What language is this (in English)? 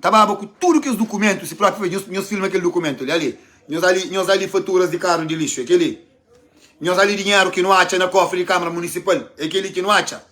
Kabuverdianu